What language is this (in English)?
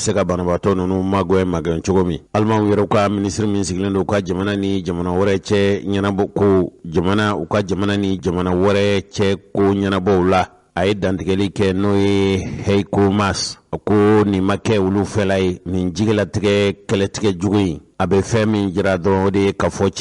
Bambara